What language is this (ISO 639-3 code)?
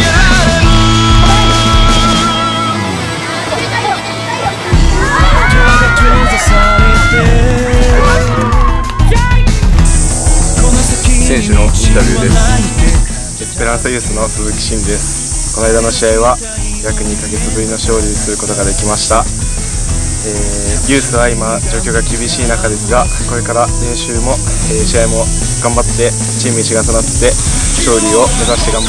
jpn